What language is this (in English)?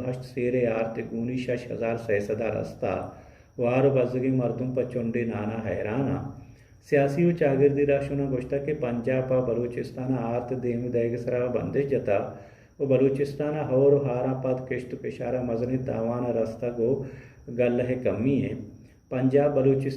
Baluchi